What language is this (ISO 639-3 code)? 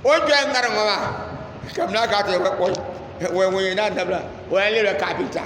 dag